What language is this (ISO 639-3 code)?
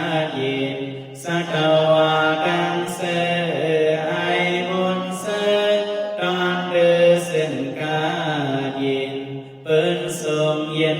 shn